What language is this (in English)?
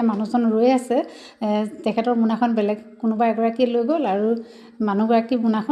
Assamese